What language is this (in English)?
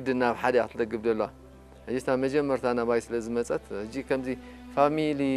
Tigrinya